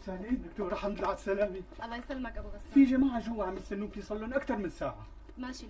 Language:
North Levantine Arabic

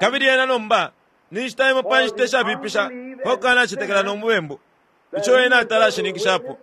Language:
Bemba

